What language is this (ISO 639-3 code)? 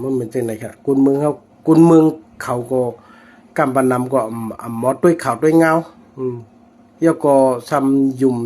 shn